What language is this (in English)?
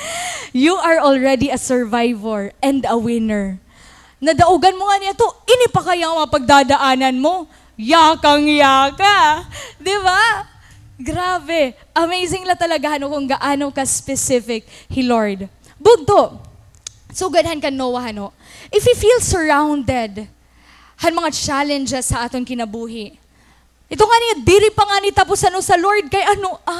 Waray